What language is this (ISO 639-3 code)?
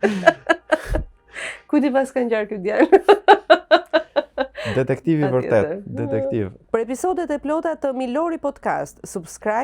sqi